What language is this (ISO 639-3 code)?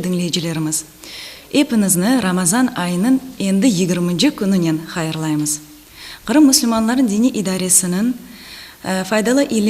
crh